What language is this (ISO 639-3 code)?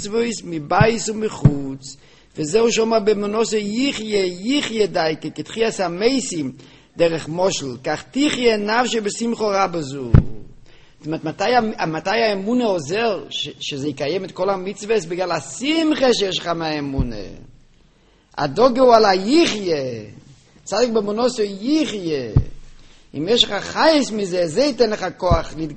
heb